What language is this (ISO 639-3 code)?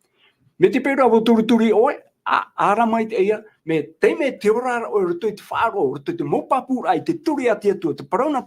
tah